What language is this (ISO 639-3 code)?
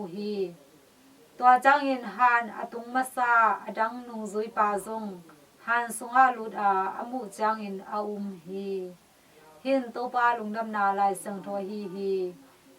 ctd